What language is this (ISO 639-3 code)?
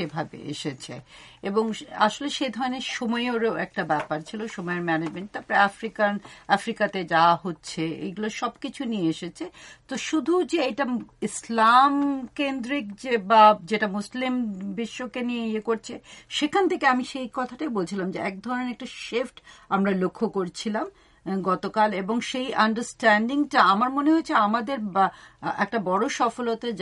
ben